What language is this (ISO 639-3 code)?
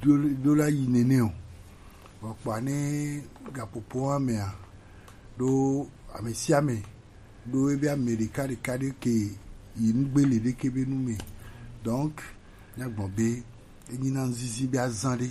gej